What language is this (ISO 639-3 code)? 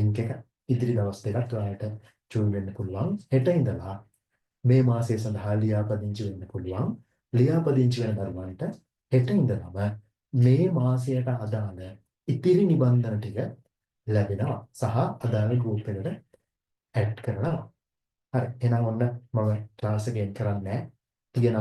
sin